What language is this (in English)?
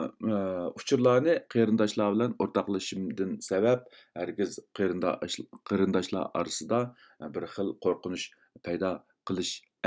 Uyghur